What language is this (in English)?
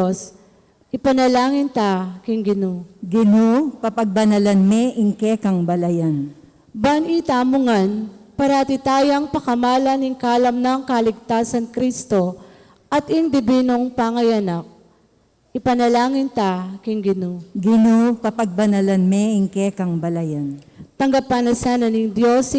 Pampanga